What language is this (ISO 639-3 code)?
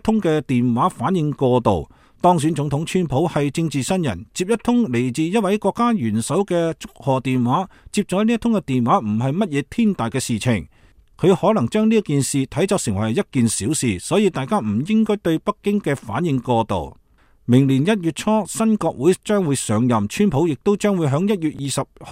yue